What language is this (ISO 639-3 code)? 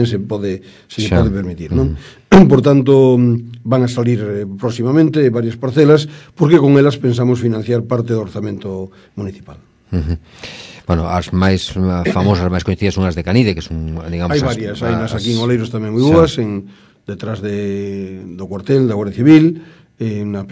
glg